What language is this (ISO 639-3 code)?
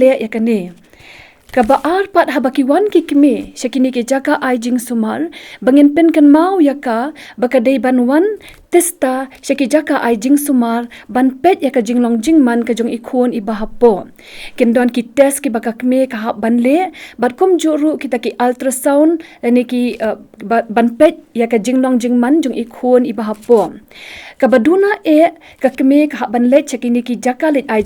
kha